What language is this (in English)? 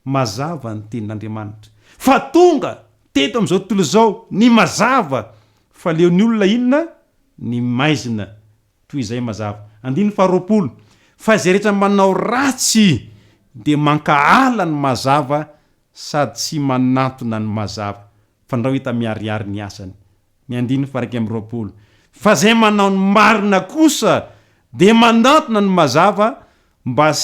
Malagasy